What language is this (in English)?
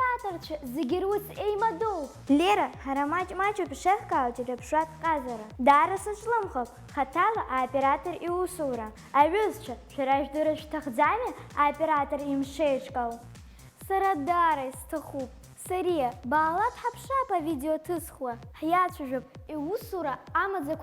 Abkhazian